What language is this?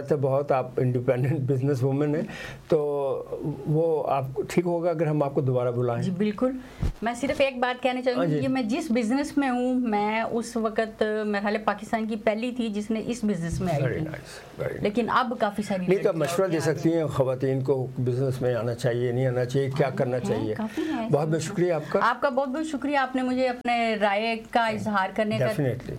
Urdu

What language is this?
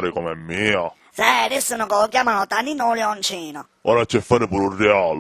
Sicilian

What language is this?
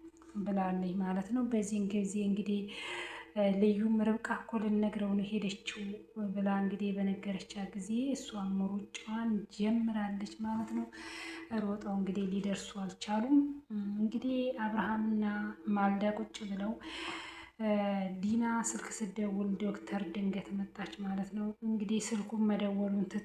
Amharic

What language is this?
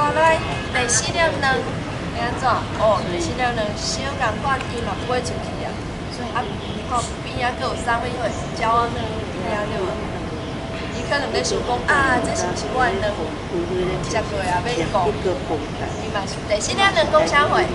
Min Nan Chinese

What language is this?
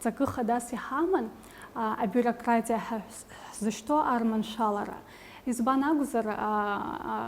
Abkhazian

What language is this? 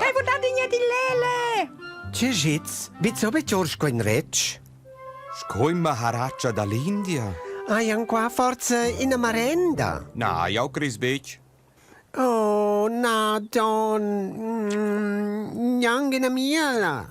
Romansh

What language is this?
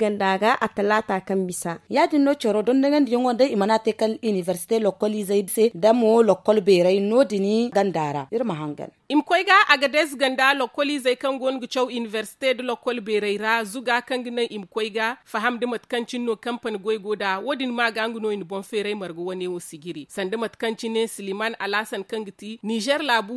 Zarma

